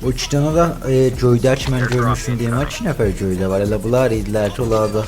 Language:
South Azerbaijani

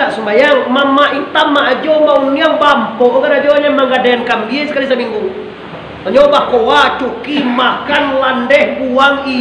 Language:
Minangkabau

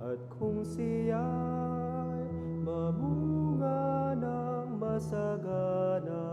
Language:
Pampanga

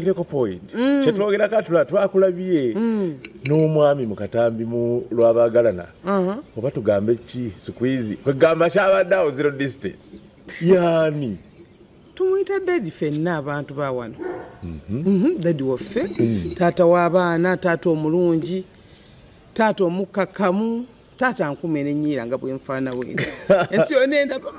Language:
Ganda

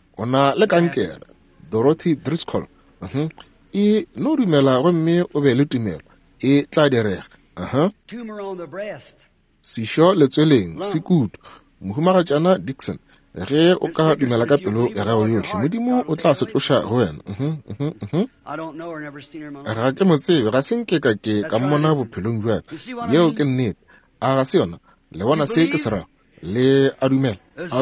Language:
Northern Sotho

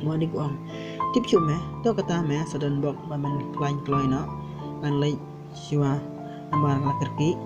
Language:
Khasi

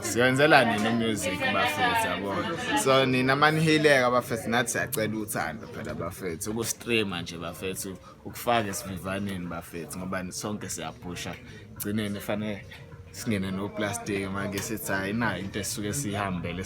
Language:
Zulu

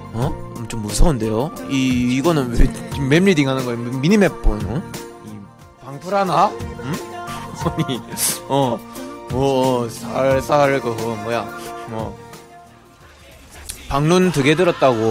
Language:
Korean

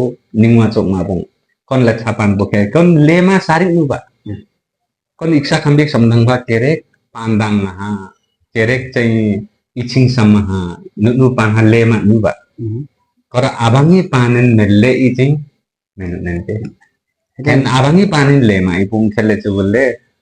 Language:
Limbu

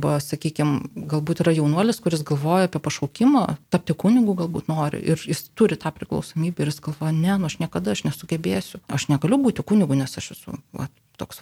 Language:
Lithuanian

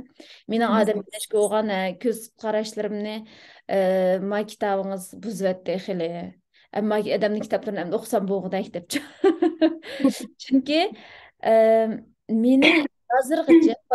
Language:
Uyghur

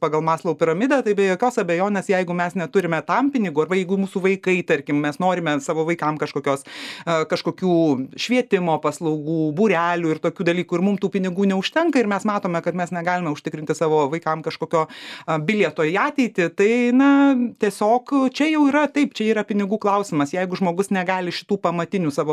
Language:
Lithuanian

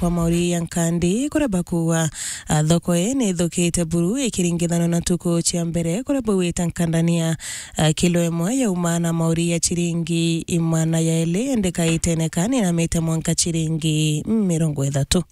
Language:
Meru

